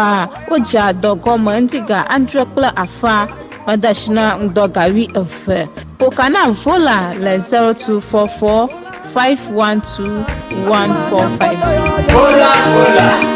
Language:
Ewe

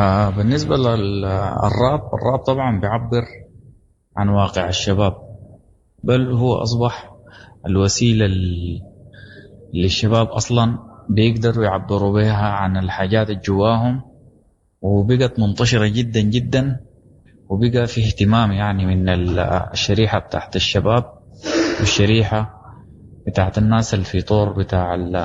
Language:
Sudanese Arabic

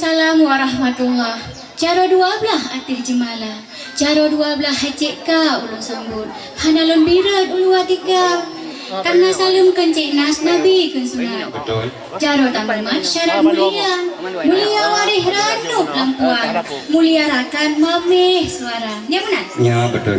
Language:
Achinese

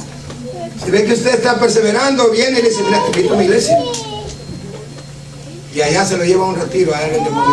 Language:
Spanish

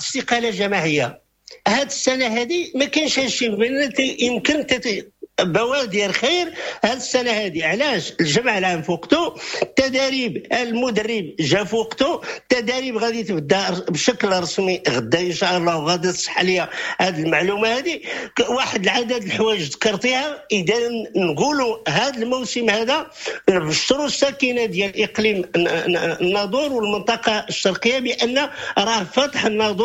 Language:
Moroccan Arabic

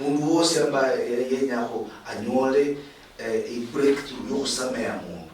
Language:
Luyia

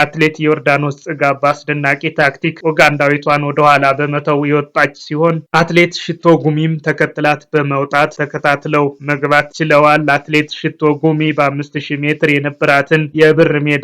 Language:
Amharic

